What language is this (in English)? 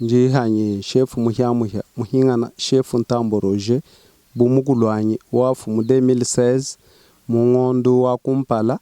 Luba-Lulua